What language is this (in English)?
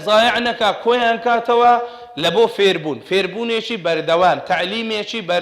Central Kurdish